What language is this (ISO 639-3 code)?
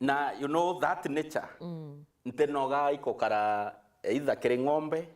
mer